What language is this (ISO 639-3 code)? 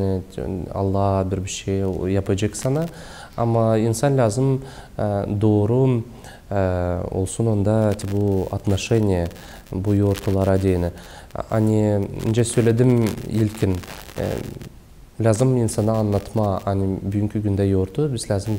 gag